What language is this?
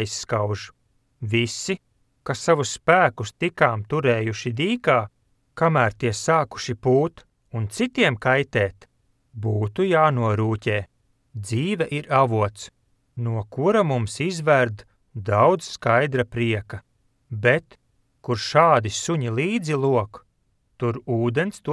Latvian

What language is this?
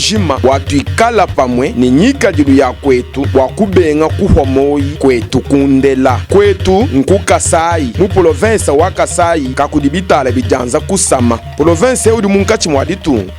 Luba-Lulua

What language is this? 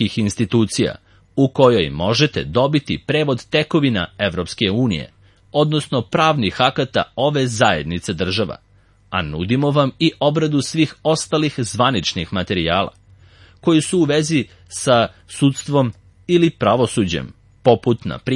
Serbian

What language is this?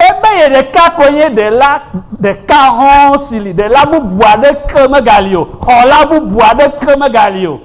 Ewe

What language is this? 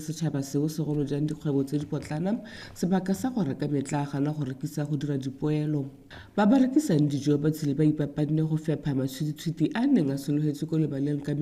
Tswana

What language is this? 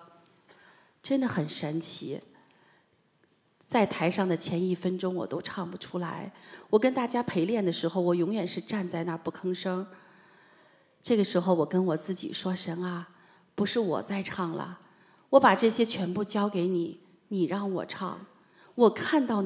Chinese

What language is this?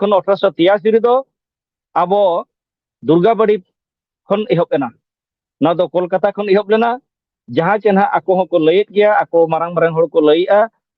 Santali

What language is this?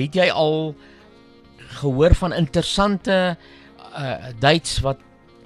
Afrikaans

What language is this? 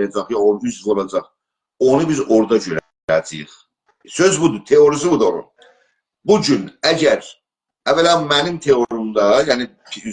South Azerbaijani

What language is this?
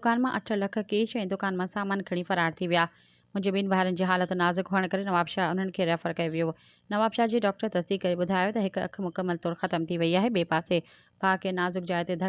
Sindhi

